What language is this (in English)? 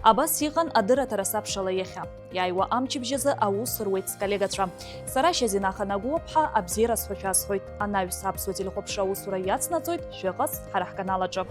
Abkhazian